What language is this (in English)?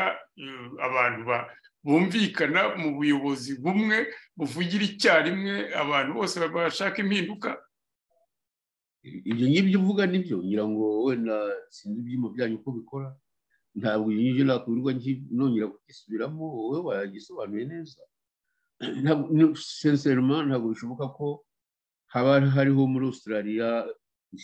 Kinyarwanda